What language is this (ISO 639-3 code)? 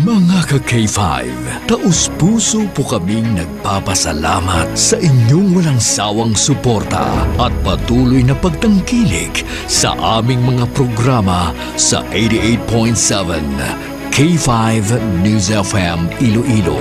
hil